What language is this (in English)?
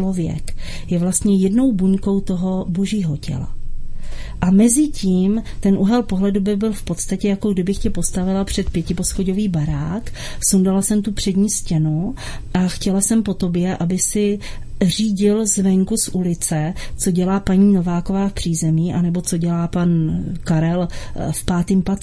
Czech